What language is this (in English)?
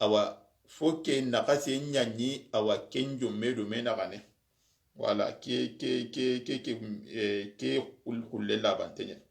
Soninke